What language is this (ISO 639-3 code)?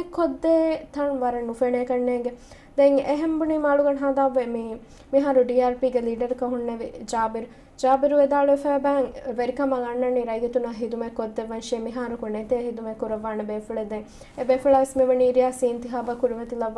div